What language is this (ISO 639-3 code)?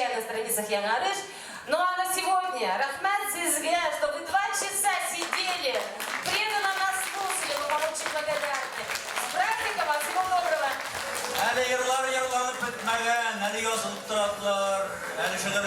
tat